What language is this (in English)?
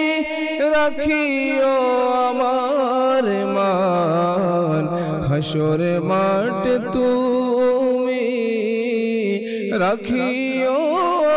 Bangla